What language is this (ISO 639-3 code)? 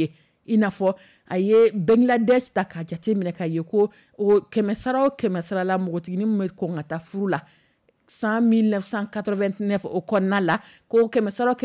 dyu